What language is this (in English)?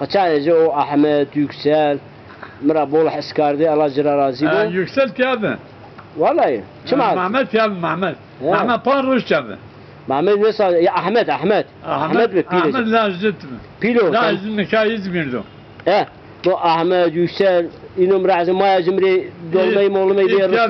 Zaza